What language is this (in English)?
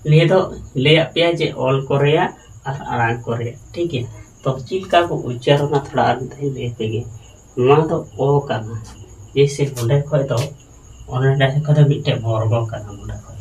Santali